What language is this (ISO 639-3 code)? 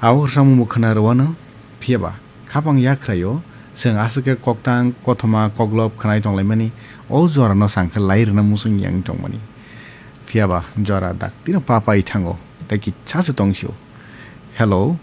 trp